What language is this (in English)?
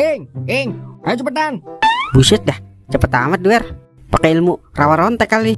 Betawi